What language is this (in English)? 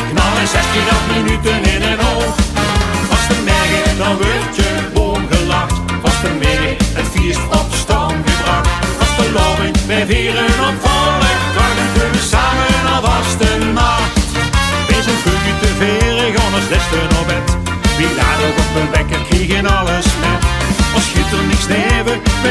Limburgish